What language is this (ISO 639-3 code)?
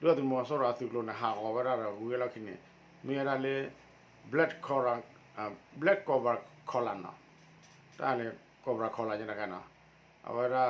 ksw